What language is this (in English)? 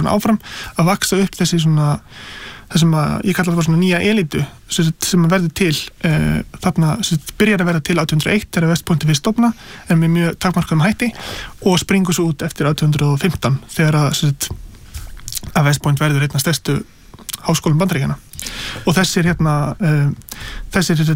Icelandic